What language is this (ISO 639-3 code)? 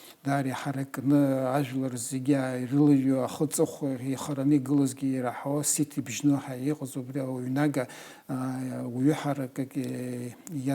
abk